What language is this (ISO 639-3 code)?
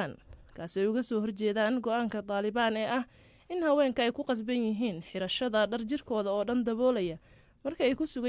som